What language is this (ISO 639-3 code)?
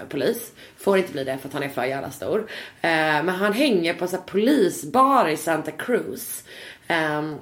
swe